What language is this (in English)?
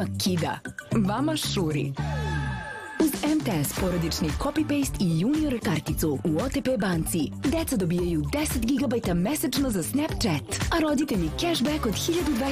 Serbian